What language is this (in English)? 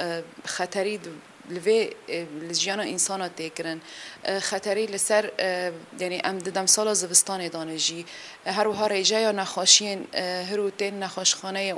Kurdish